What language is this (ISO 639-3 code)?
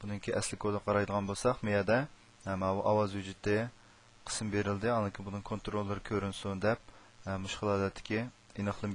uig